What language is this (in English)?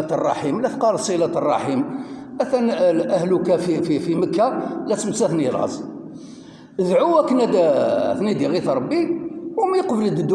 Kabyle